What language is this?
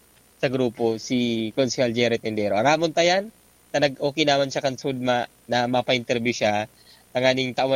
Bikol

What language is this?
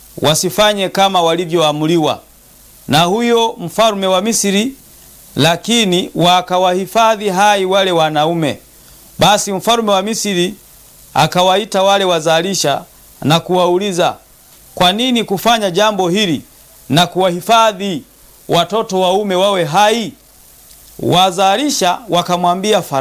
Swahili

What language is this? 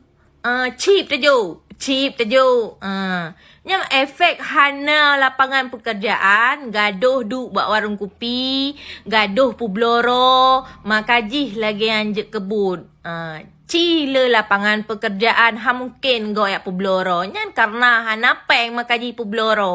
Achinese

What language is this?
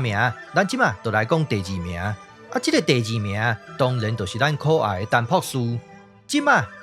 Min Nan Chinese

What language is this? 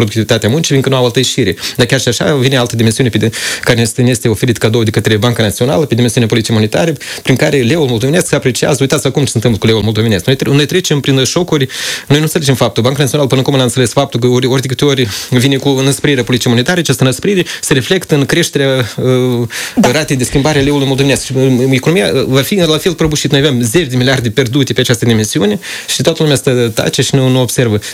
Romanian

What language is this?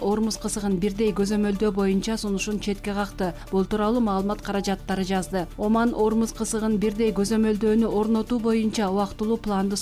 Kyrgyz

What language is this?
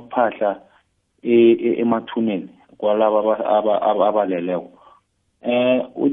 South Ndebele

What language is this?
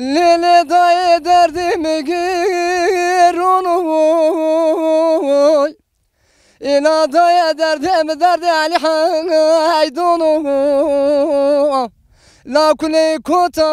Zaza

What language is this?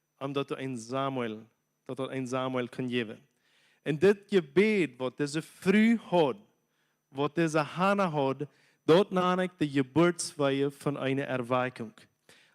Plautdietsch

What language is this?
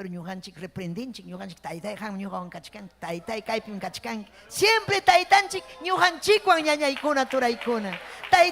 Ayacucho Quechua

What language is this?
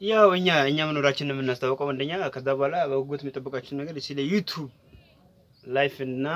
Amharic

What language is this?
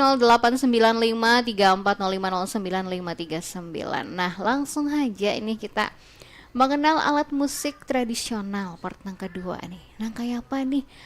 Banjar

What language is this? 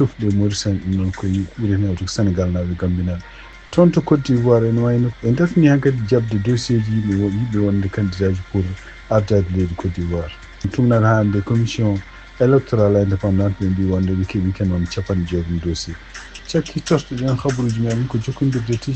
Fula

